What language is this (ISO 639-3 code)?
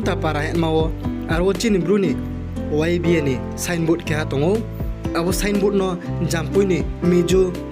ria